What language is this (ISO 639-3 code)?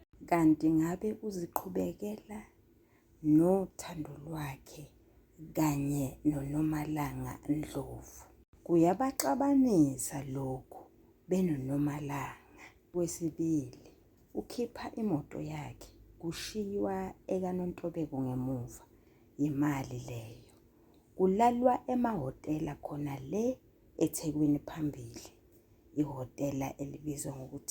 zul